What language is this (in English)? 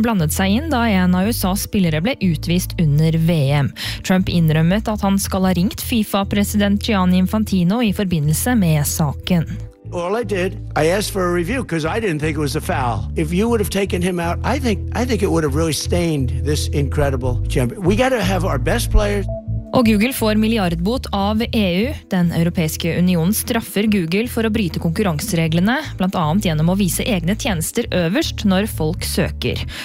Norwegian